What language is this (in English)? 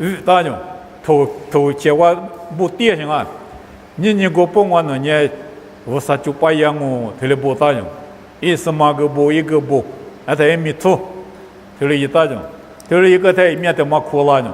Lisu